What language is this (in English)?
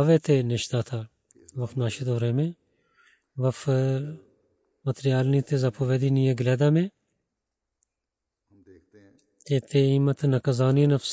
Bulgarian